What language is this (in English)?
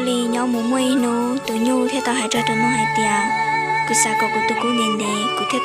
Hmong